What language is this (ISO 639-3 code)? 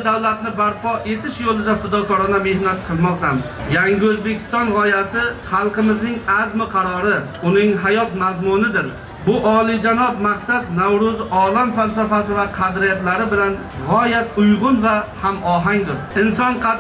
uzb